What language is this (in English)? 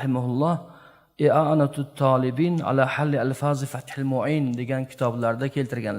Uzbek